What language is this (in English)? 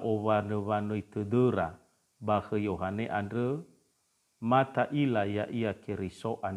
Nias